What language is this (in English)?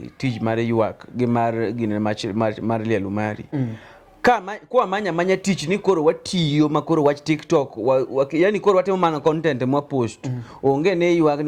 Luo (Kenya and Tanzania)